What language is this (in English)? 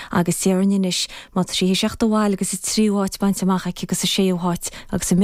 Irish